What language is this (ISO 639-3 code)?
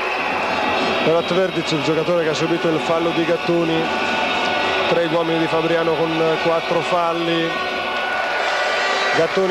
ita